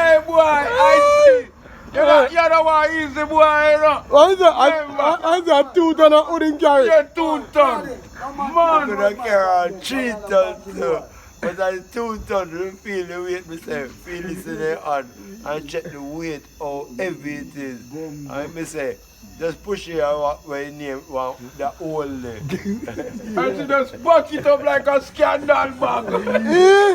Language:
Jamaican Creole English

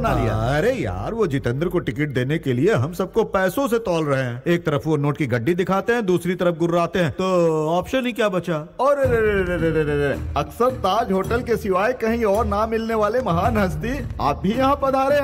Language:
Hindi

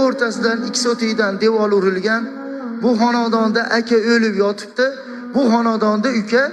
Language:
Uzbek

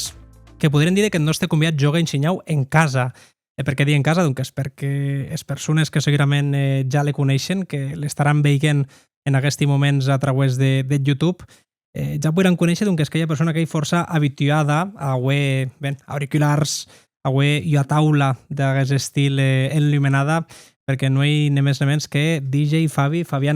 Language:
Occitan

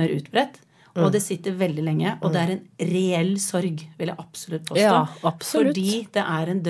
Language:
Norwegian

